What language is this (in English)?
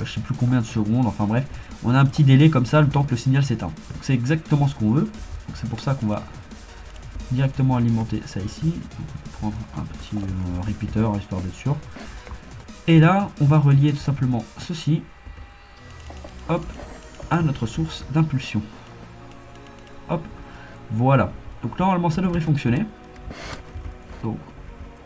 French